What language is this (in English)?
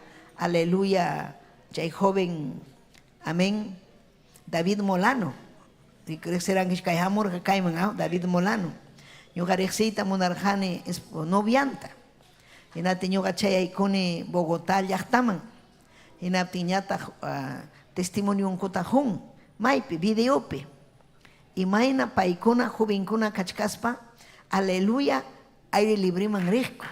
Ayacucho Quechua